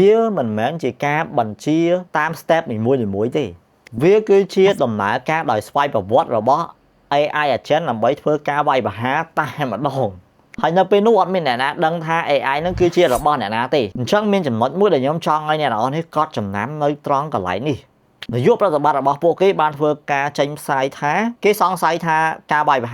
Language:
Khmer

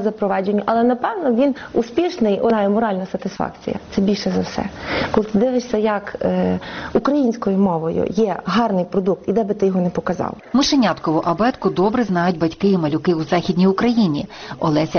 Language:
Ukrainian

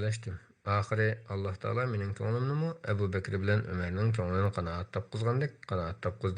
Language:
Uyghur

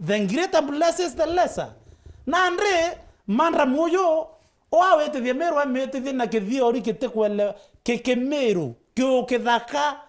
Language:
Meru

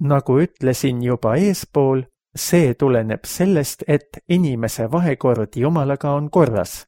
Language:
Estonian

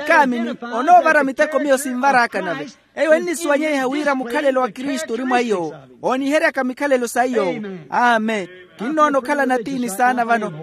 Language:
Makhuwa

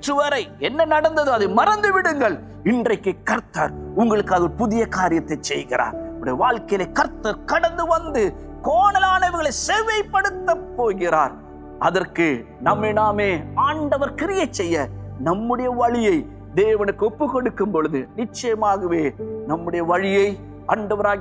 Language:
Tamil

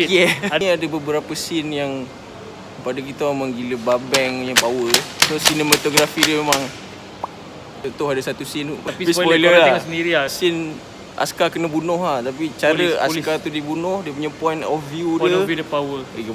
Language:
Malay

